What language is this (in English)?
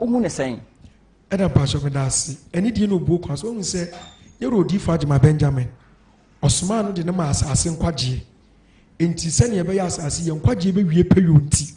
Akan